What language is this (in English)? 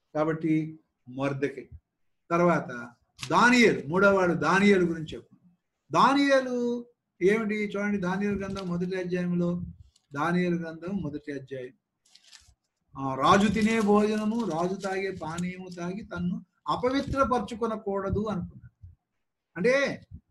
Telugu